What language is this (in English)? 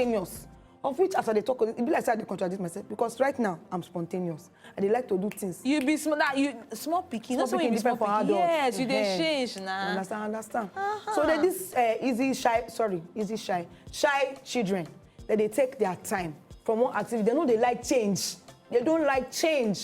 Nigerian Pidgin